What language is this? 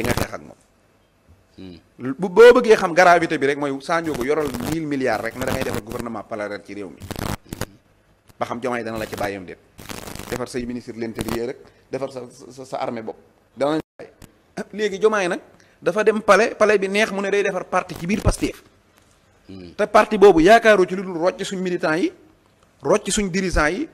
Wolof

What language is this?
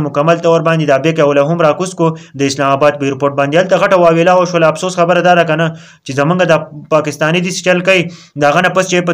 Pashto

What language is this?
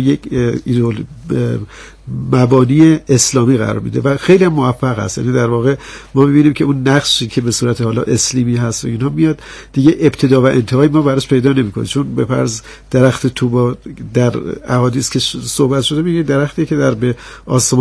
Persian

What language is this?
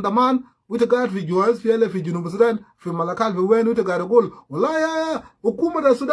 Sudanese Creole Arabic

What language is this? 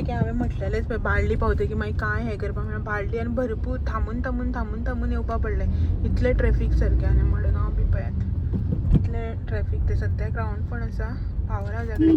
Konkani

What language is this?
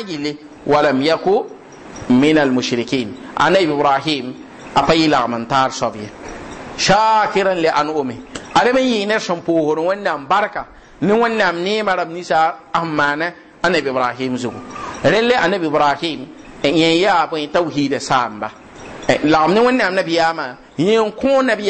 Mossi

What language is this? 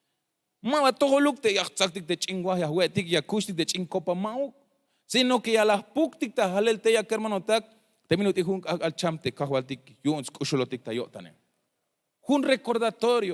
Tzeltal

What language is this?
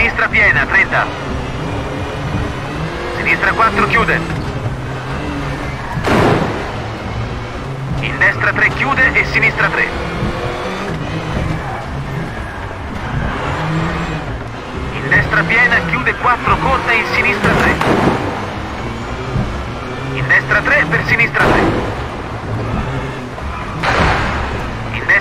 Italian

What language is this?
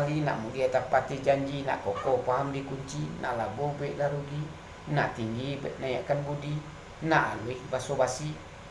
Minangkabau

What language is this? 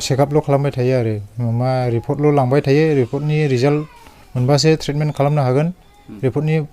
Bodo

